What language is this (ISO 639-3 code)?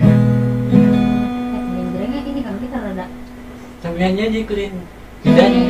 bew